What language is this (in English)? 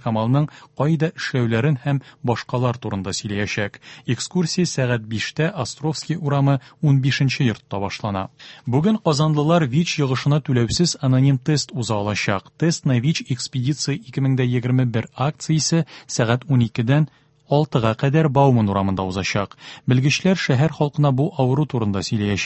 Tatar